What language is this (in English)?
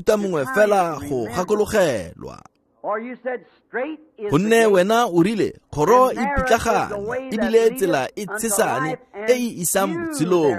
Tswana